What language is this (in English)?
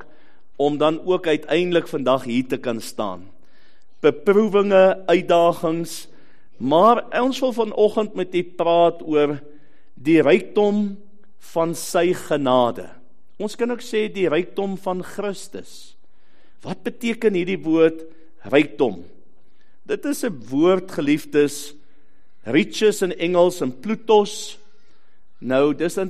Afrikaans